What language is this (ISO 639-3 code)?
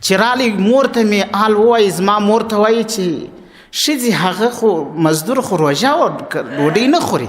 pus